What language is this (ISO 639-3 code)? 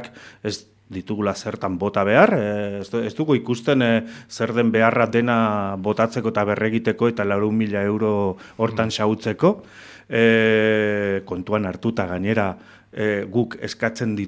eus